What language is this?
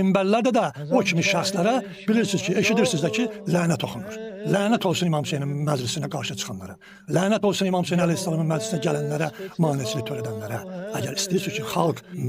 Azerbaijani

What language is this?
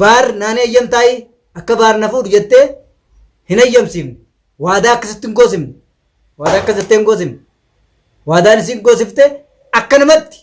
Oromo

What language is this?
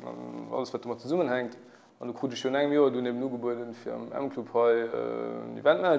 Luxembourgish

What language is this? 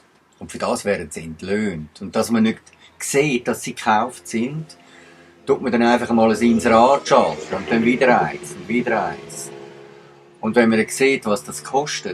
Swiss German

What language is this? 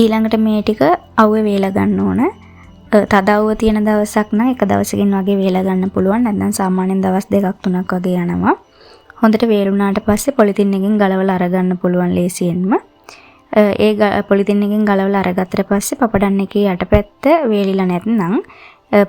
Sinhala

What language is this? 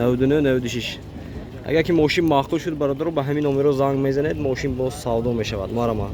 Tajik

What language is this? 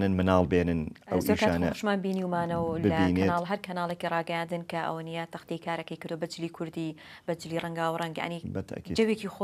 Central Kurdish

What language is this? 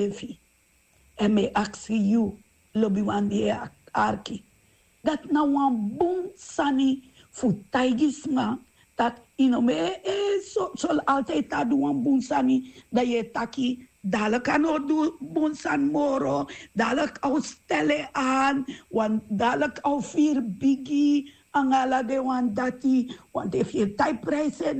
Sranan Tongo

